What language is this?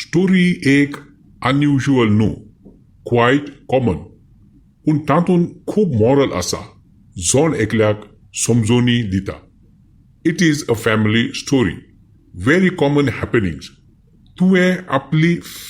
Konkani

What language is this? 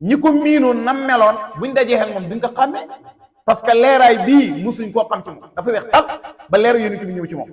Wolof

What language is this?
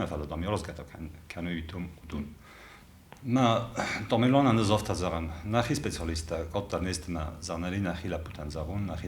Ossetic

